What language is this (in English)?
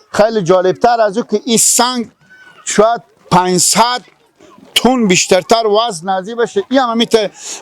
Persian